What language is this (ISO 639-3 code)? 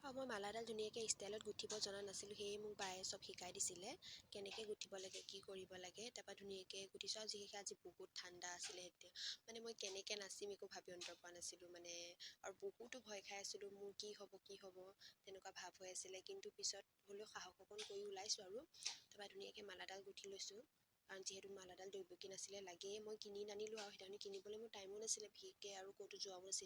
asm